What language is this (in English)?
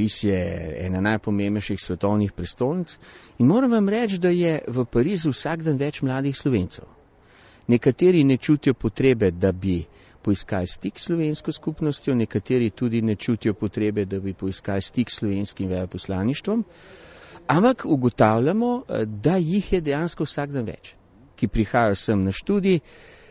Slovenian